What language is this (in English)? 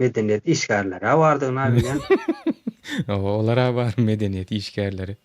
Turkmen